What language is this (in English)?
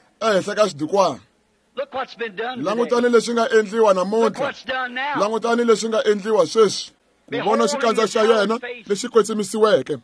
Tsonga